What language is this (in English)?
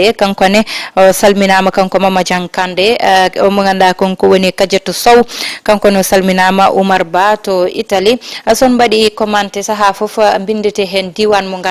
Fula